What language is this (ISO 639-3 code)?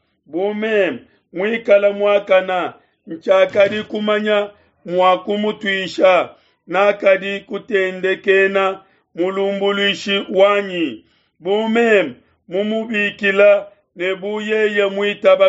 lua